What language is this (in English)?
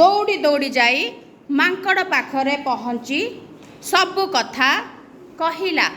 Odia